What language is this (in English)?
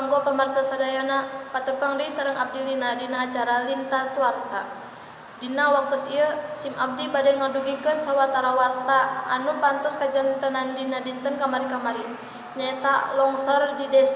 Sundanese